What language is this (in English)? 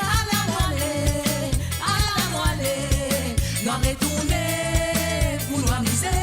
Morisyen